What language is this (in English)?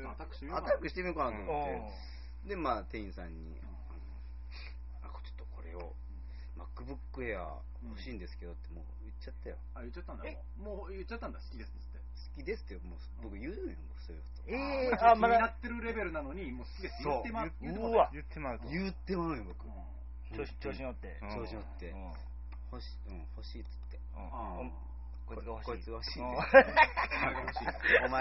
Japanese